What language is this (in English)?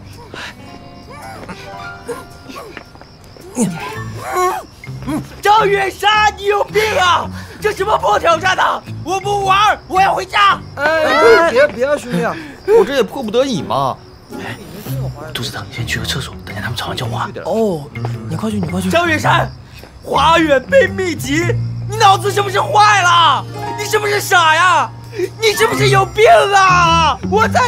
Chinese